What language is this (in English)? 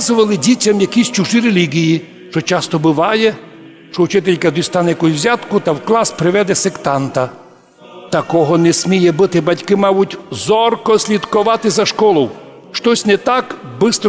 Rusyn